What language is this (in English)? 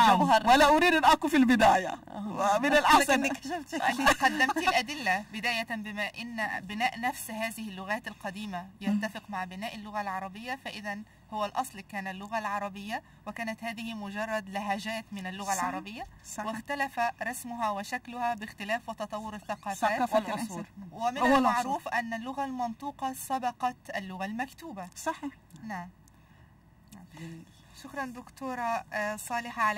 Arabic